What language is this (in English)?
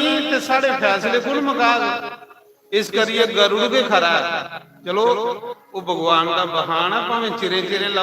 Dogri